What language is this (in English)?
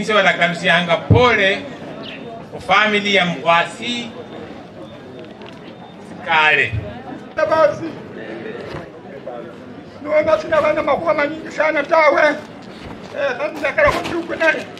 Swahili